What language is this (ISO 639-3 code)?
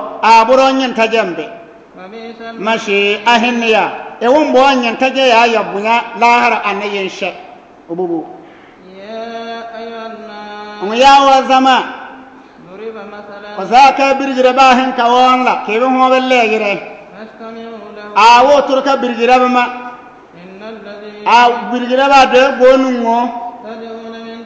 bib